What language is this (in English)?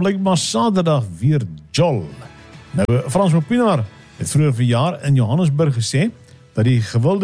Afrikaans